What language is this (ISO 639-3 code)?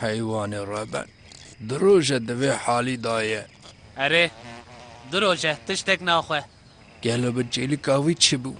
kur